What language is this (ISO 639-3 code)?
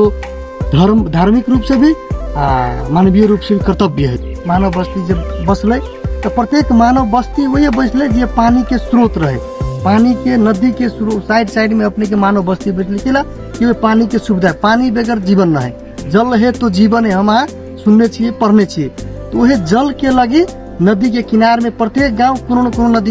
mai